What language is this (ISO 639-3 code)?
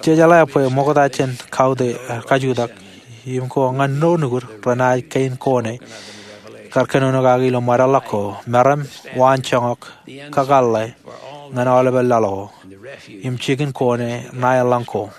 mah